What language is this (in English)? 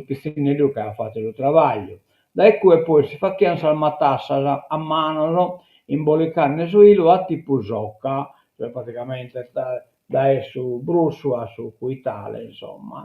Sardinian